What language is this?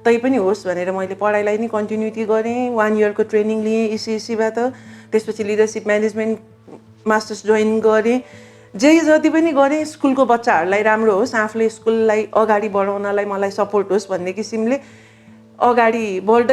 Nepali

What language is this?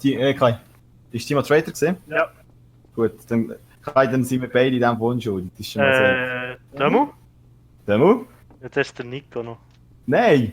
Swiss German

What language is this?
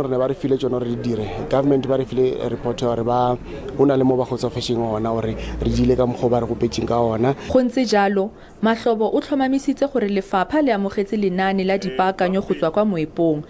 Tswana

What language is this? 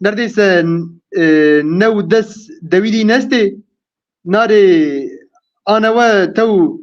Zaza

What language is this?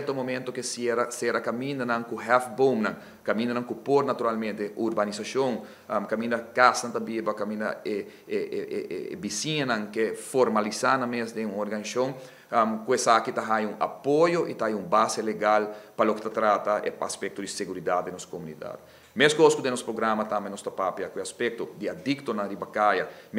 Papiamento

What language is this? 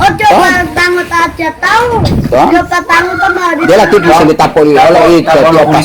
Gorontalo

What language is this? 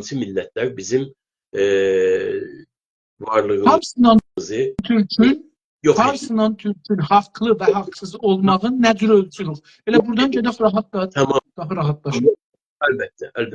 South Azerbaijani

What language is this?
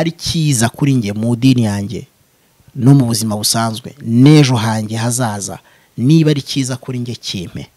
Kinyarwanda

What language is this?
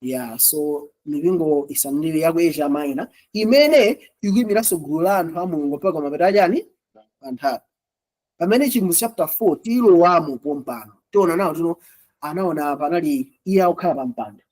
Nyanja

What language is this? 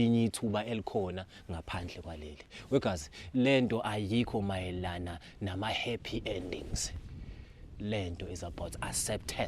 Zulu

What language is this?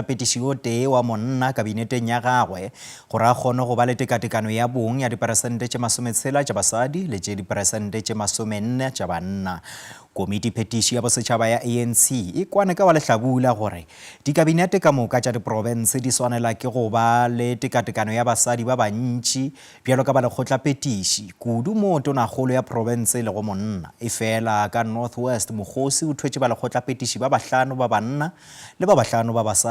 Northern Sotho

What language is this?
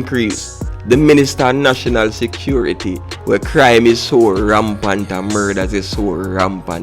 Jamaican Creole English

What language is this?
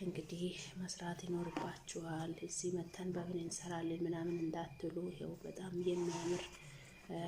Amharic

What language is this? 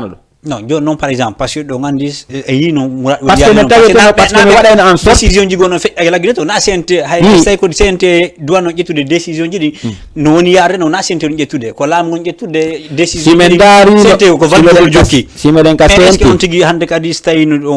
Fula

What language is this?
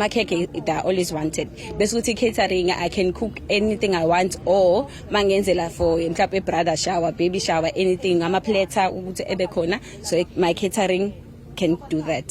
Zulu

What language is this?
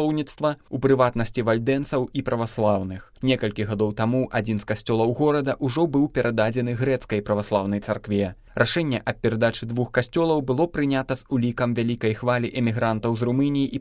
Belarusian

